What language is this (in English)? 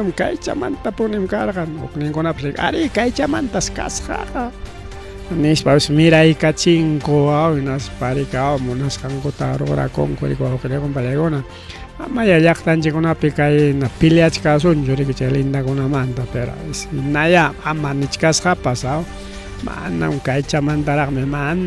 Ayacucho Quechua